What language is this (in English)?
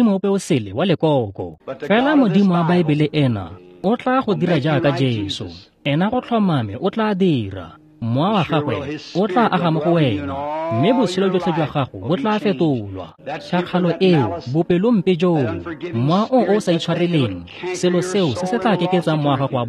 Tswana